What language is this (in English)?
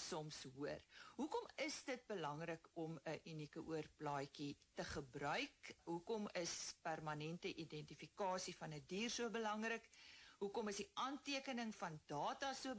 Afrikaans